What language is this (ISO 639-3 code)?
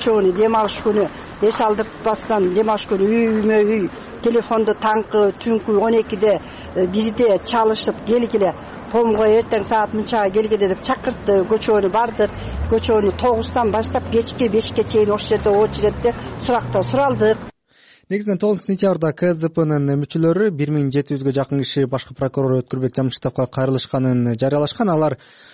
kir